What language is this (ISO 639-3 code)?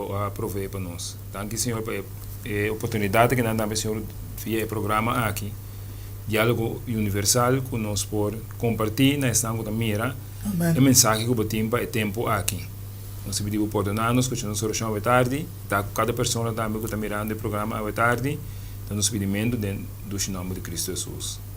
pap